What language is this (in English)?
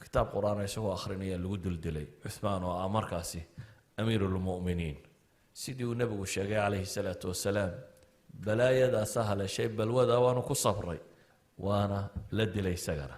Somali